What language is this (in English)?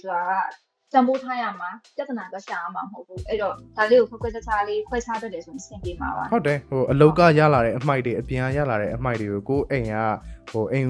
Burmese